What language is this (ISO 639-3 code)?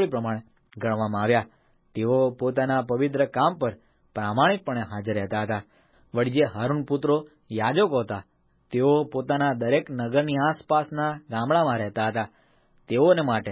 guj